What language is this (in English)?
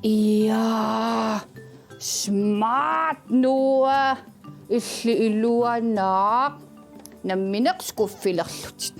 Kalaallisut